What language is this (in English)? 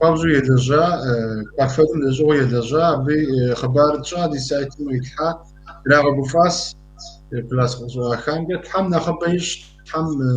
Kabardian